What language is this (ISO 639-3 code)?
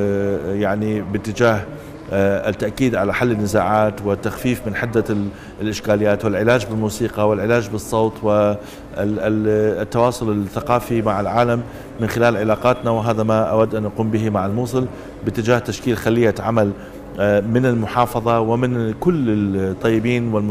ara